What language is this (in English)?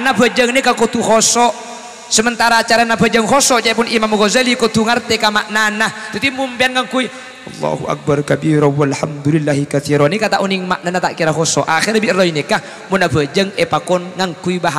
Madurese